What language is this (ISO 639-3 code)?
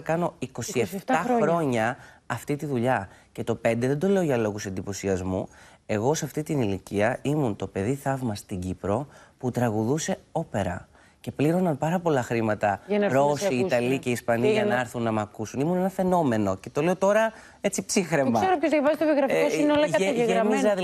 ell